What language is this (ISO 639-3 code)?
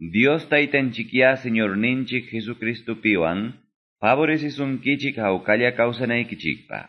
que